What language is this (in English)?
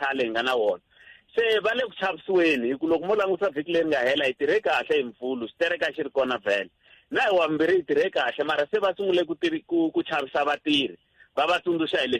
Tsonga